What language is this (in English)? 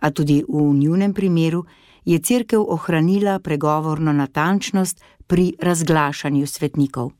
Slovenian